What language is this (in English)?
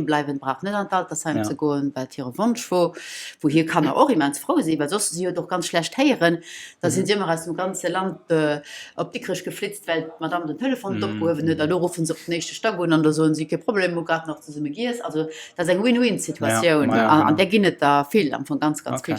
Luxembourgish